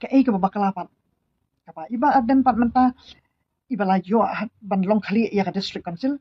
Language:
Khasi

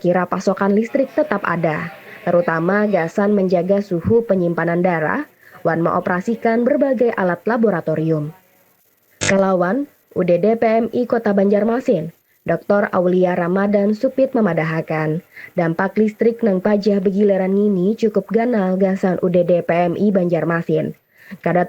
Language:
Banjar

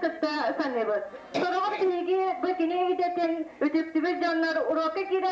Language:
Yakut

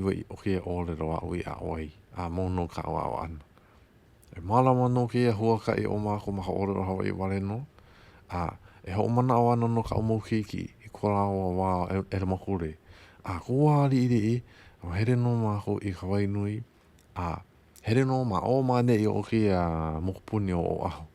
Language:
Hawaiian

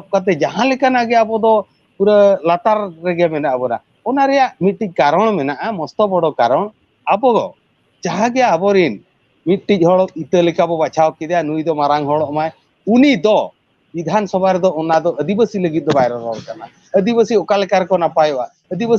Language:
Santali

